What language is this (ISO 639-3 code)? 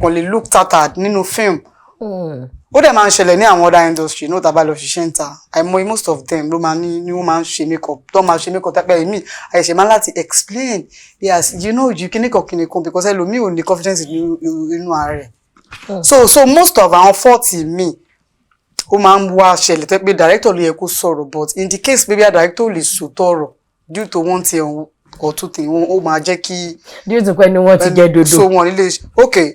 yor